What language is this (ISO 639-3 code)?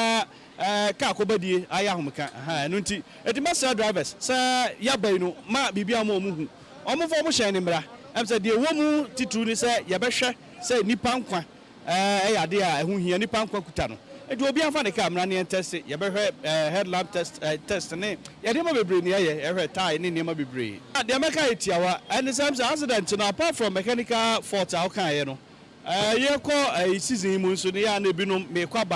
aka